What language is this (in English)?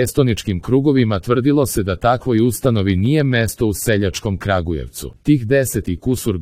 Serbian